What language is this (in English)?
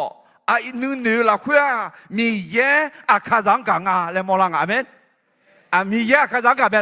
Akha